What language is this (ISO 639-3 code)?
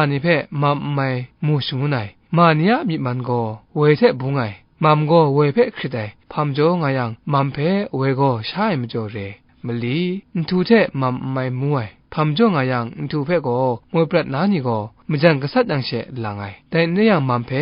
kac